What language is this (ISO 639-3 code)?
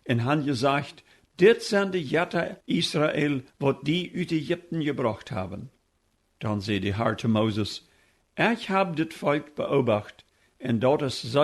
pdt